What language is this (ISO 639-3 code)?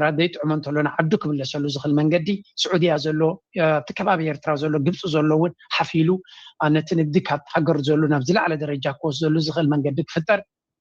tir